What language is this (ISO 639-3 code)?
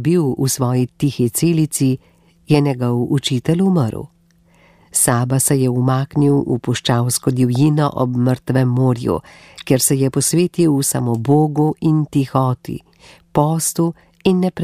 slv